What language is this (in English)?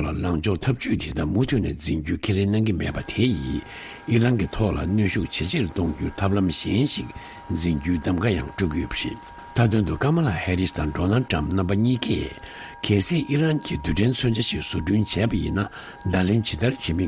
Tibetan